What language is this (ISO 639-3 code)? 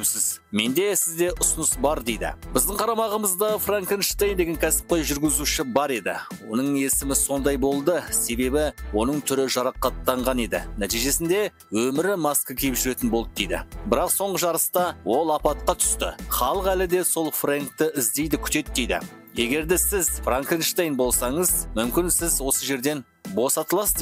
kaz